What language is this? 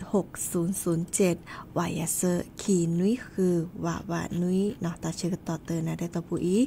S'gaw Karen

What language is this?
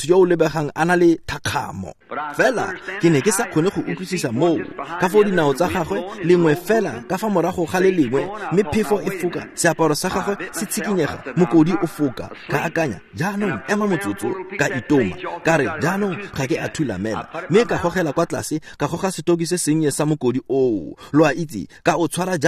Tswana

